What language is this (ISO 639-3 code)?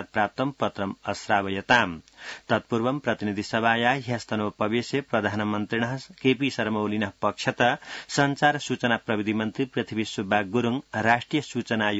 san